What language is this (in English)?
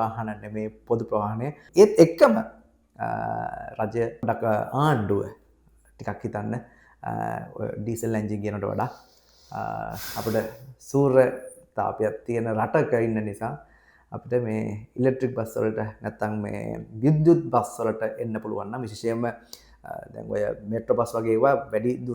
Sinhala